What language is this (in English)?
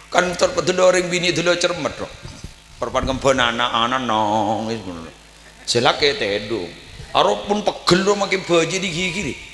Madurese